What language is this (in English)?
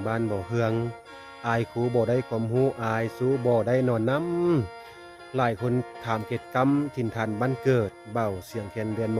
Lao